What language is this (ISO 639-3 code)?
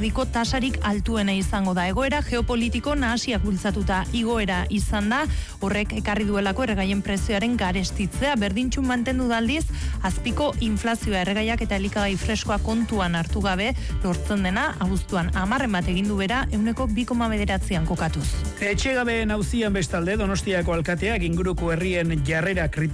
eus